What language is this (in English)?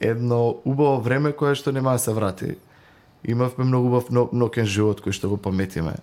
Macedonian